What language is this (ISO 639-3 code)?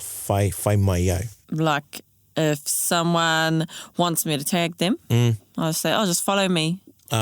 mri